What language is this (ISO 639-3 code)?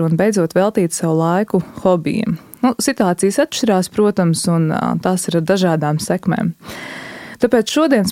lav